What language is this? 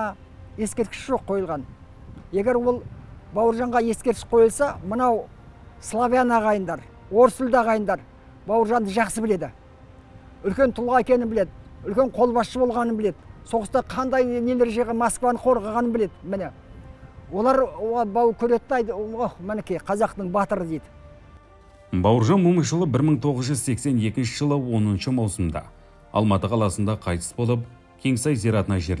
Kazakh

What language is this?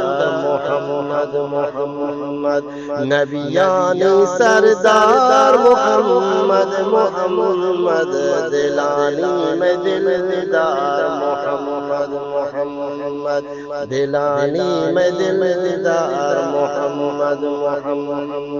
Eastern Balochi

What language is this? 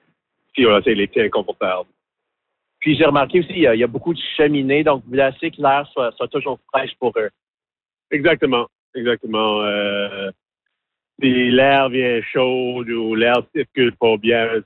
French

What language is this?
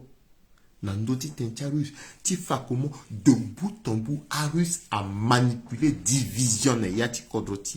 Sango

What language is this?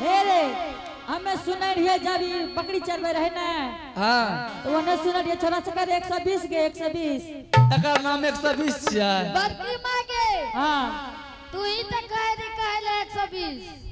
Angika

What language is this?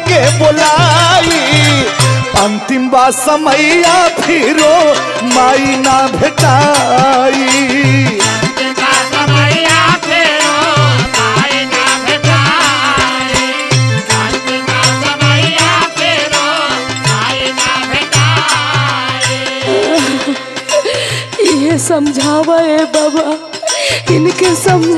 Bhojpuri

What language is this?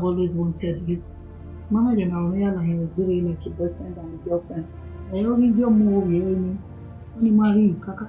Bini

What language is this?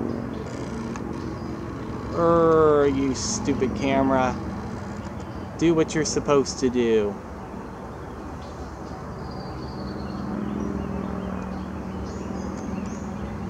English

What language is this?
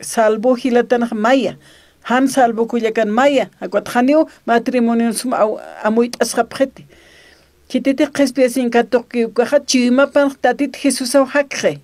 Aymara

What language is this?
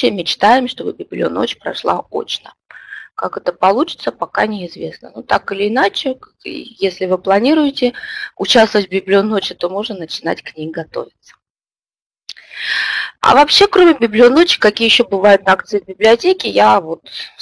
Russian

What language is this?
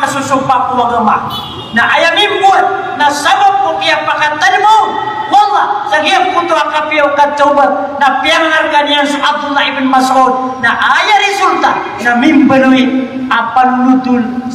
Maranao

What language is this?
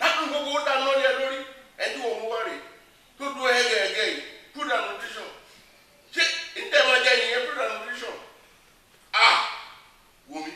Yoruba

